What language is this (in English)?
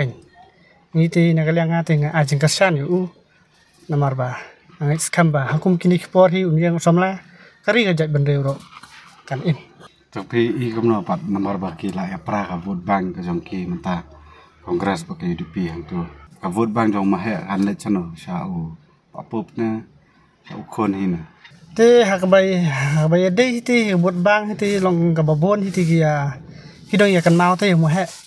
Khasi